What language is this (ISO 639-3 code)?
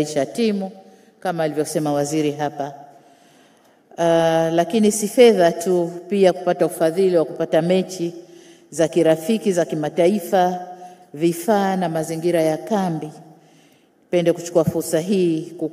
swa